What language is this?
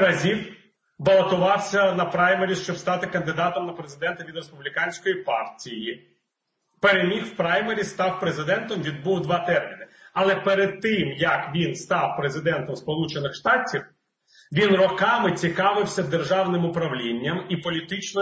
Ukrainian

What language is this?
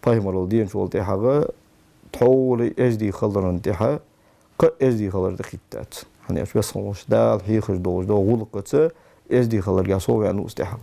Ingush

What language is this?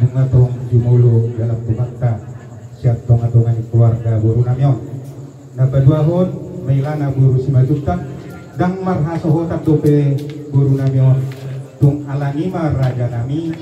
Batak Toba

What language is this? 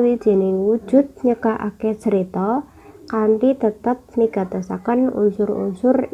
Javanese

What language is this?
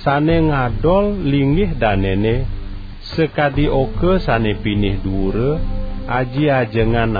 Balinese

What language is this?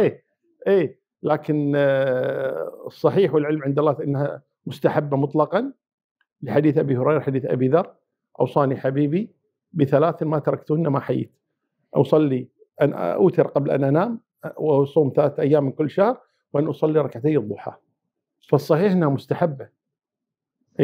Arabic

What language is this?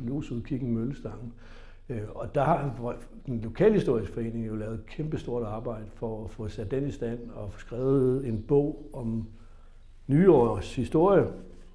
Danish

